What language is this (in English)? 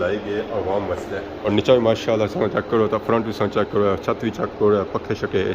Pahari-Potwari